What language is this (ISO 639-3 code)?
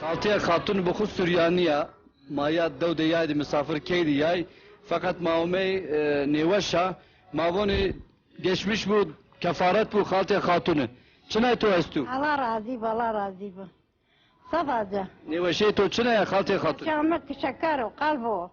zza